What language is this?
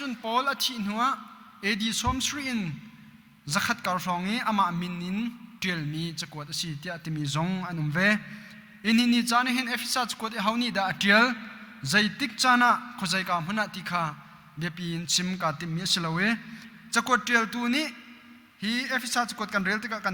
Hakha Chin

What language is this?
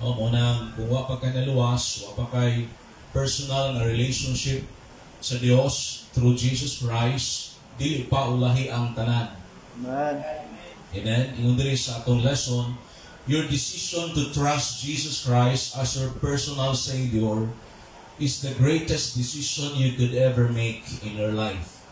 Cebuano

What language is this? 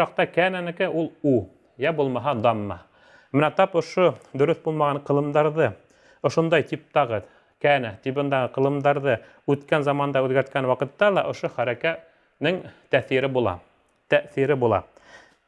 Bashkir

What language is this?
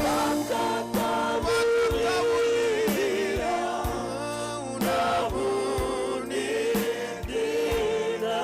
Fijian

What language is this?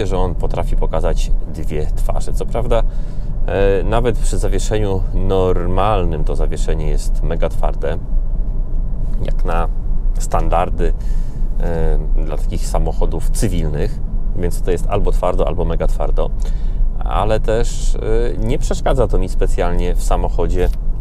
Polish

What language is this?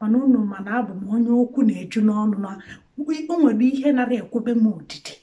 Igbo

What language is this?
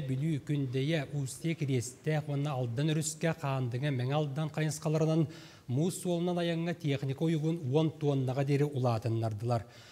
Yakut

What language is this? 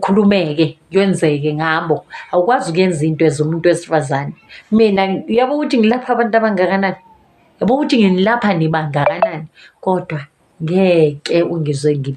Zulu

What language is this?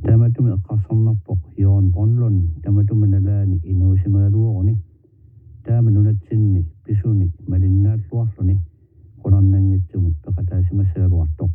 Kalaallisut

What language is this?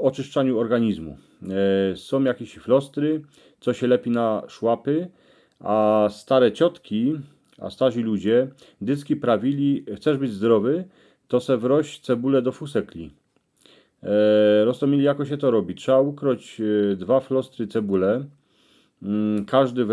Silesian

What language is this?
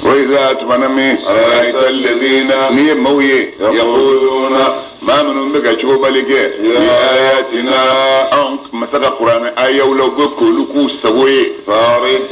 Bambara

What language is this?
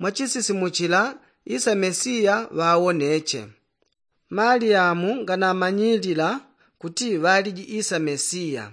Yao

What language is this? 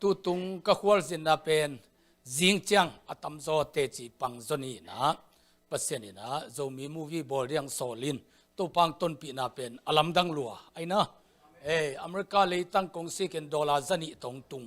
Tedim Chin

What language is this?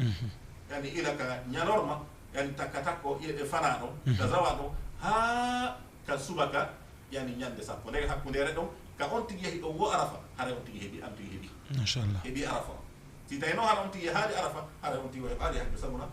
Fula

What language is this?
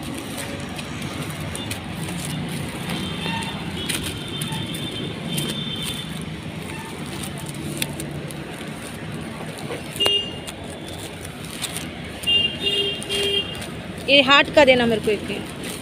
Marathi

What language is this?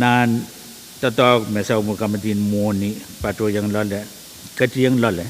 Pohnpeian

